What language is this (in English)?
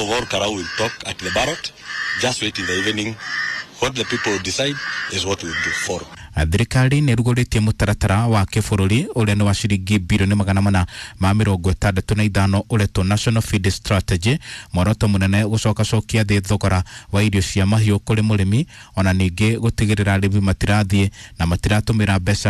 Kikuyu